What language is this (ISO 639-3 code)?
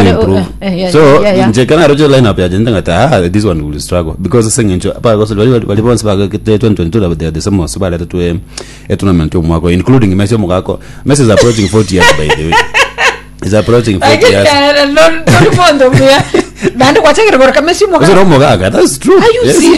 guz